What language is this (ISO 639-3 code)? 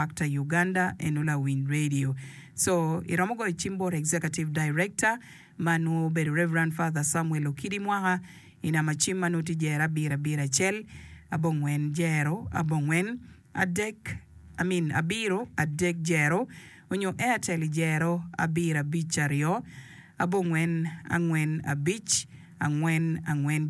ach